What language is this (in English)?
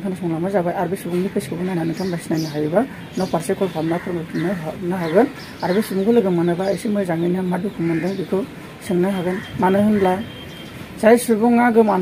Bodo